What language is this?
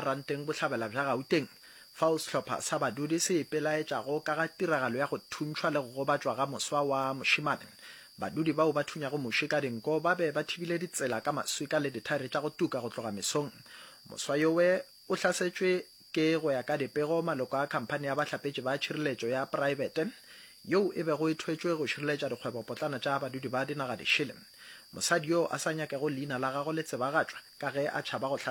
Northern Sotho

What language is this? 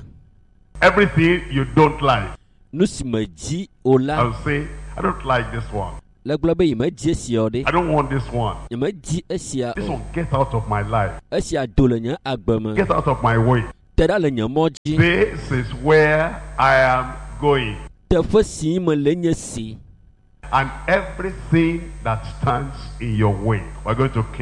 Ewe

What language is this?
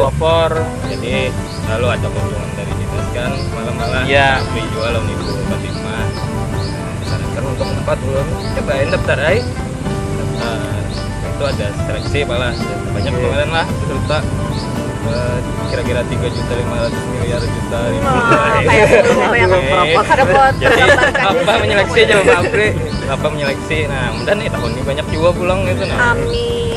Banjar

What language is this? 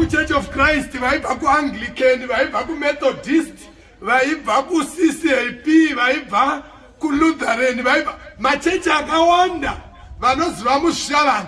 Shona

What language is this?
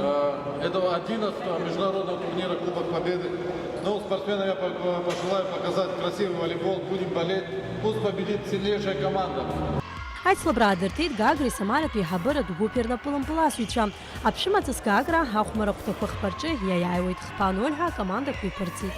Abkhazian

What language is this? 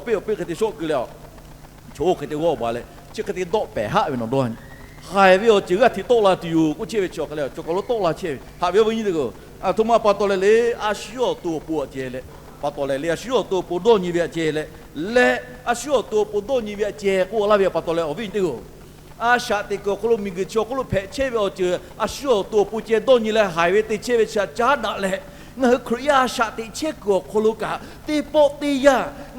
Lahu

